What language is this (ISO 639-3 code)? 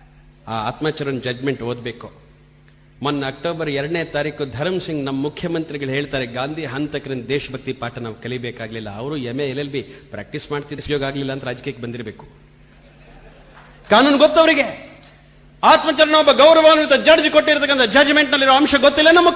kan